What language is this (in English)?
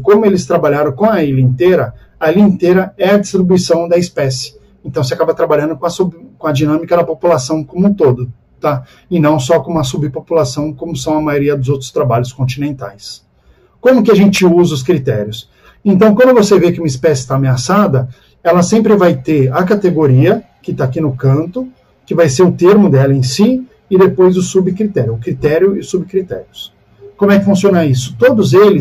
Portuguese